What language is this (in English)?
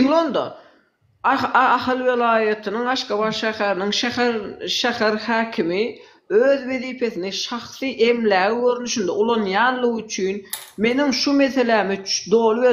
Turkmen